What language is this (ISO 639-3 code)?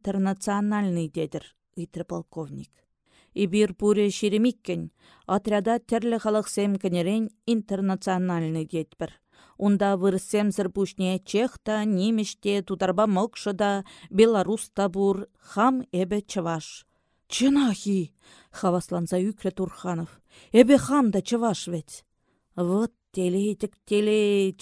chv